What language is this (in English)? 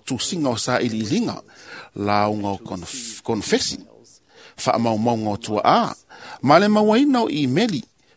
Samoan